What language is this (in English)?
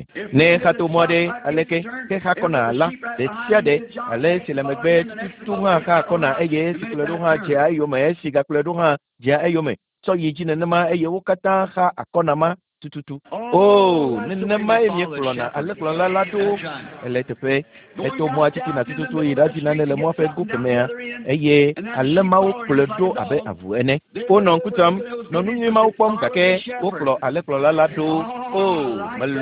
Ewe